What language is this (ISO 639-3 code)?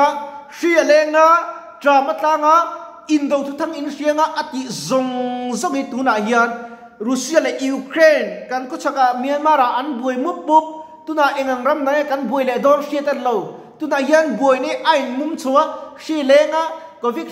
lus